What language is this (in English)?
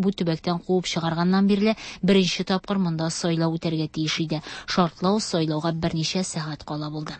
Tatar